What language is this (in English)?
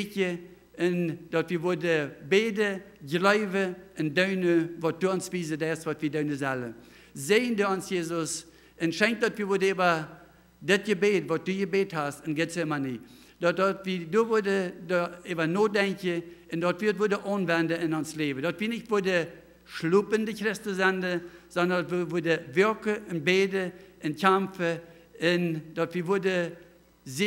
Plautdietsch